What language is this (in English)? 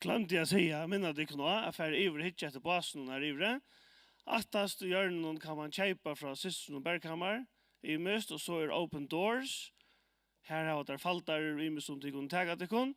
Faroese